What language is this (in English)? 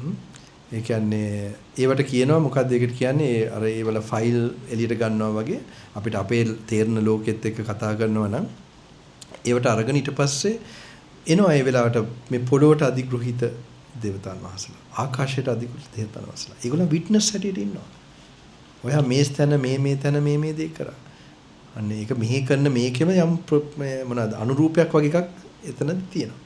Sinhala